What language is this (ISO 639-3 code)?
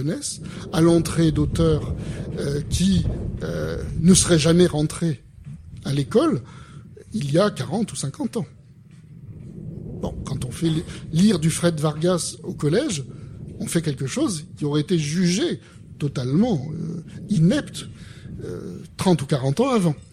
fra